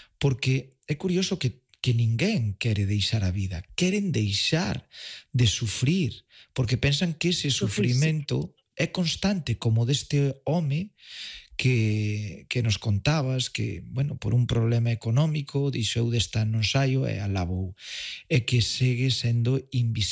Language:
Galician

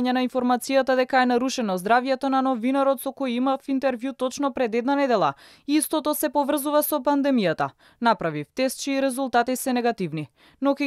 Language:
Macedonian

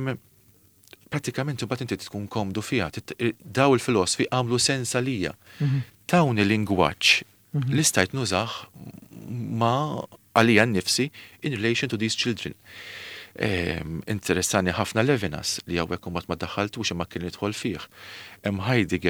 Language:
Maltese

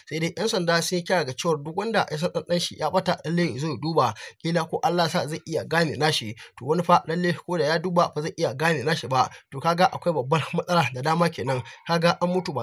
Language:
Hausa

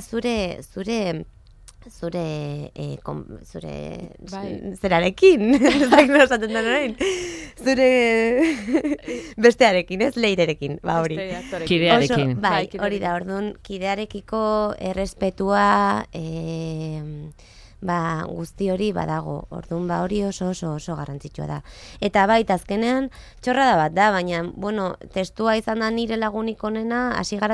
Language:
Basque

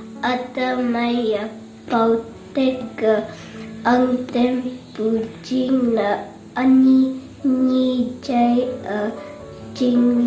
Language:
Konyak Naga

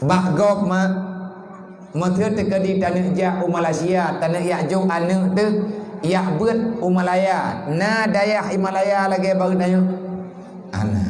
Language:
Achinese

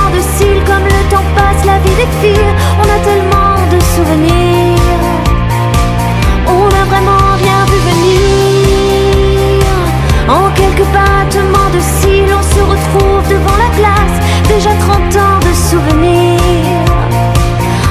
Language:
French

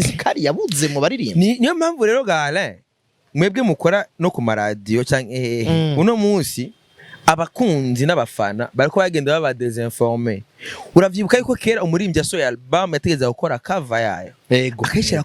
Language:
Rundi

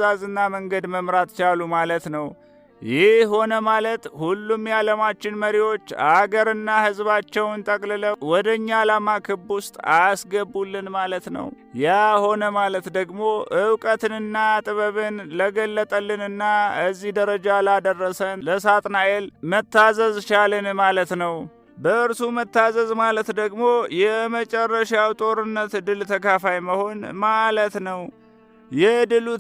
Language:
Amharic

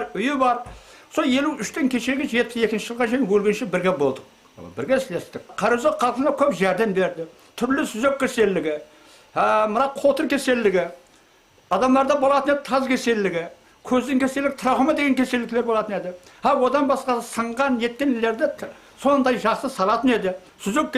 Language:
Kara-Kalpak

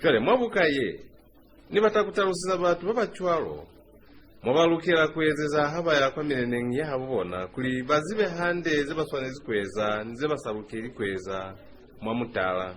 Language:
Lozi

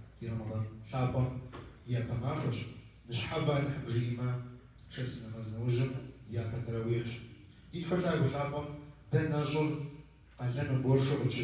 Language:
Kabardian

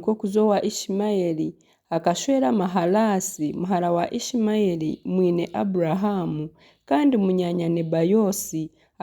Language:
Nyankole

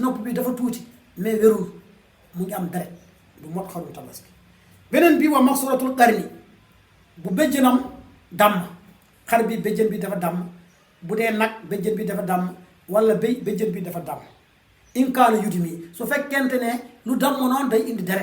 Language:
Wolof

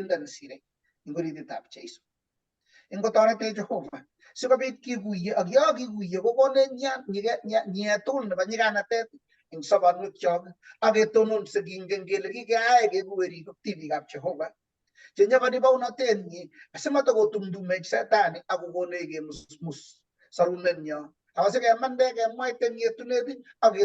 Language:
Kalenjin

